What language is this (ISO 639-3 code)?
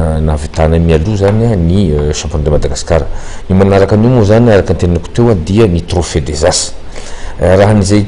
mlg